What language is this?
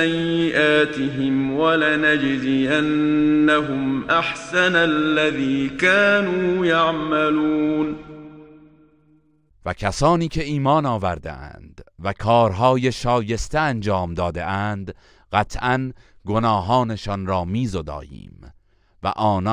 Persian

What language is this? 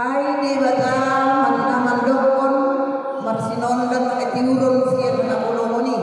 Batak Toba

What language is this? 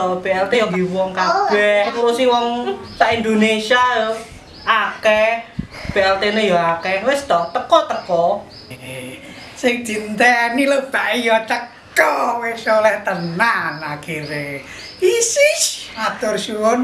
Javanese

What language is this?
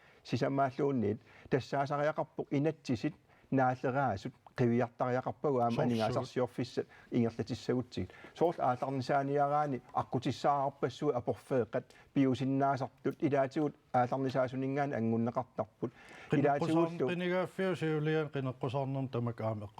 Kalaallisut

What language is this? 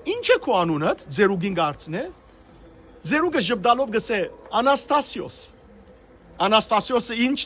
Western Armenian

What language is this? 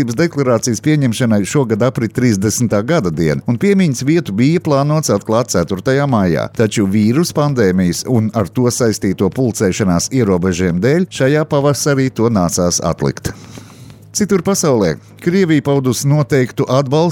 Latvian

